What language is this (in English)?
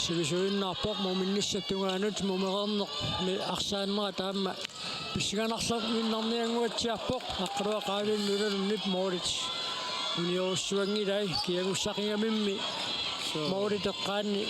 Kalaallisut